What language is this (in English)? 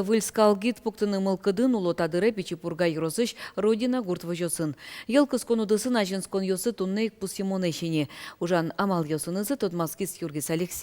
Udmurt